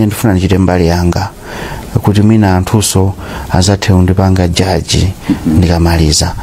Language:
Nyanja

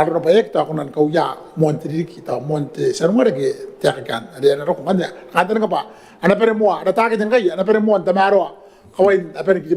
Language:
Gilbertese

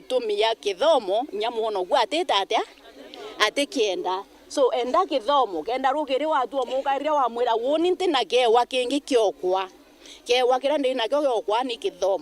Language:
Meru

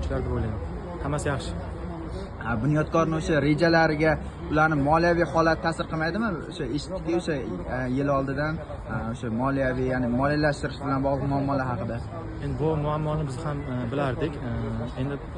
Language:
Uzbek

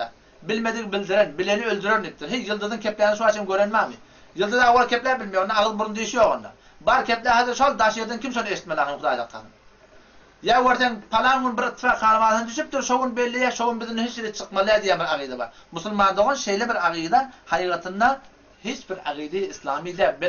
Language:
Turkmen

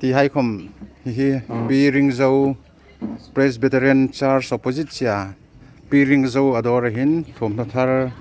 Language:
Hmar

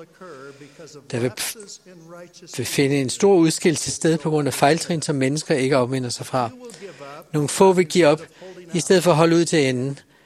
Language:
Danish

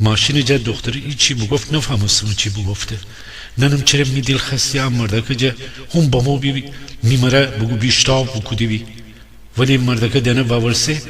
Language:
Gilaki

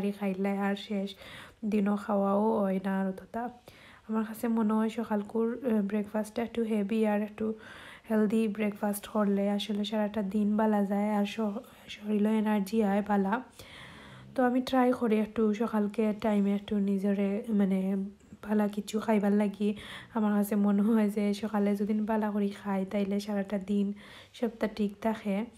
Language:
Sylheti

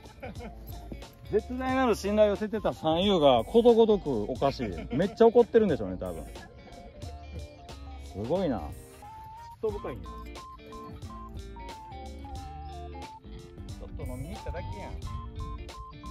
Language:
Japanese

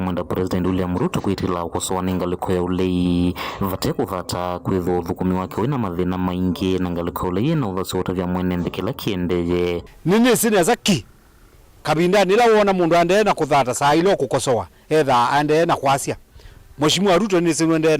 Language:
Kamba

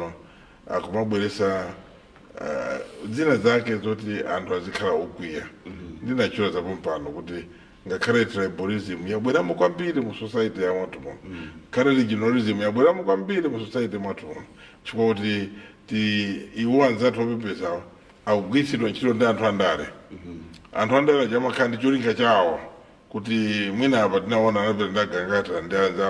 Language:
Nyanja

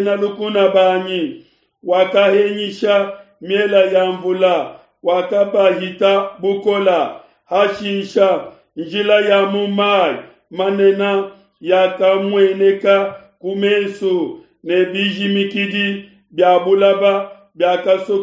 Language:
Luba-Lulua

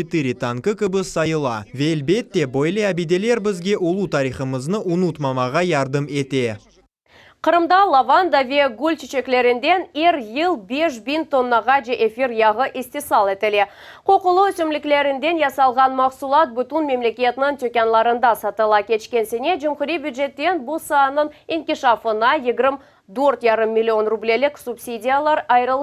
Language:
Crimean Tatar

